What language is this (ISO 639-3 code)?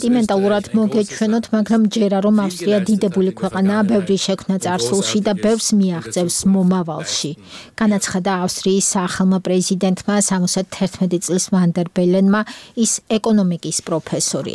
kat